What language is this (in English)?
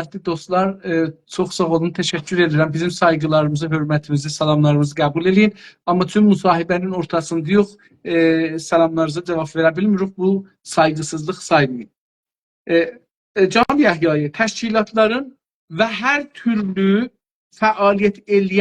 South Azerbaijani